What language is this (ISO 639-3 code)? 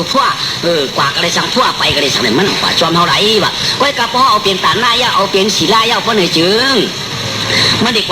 shn